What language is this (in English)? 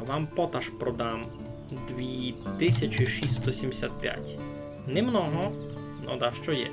Rusyn